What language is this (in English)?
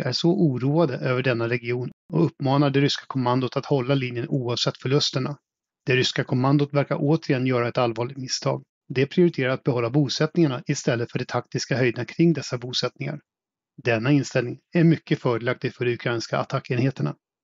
Swedish